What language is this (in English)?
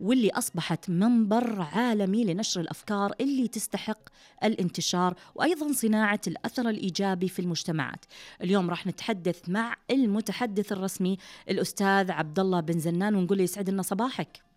Najdi Arabic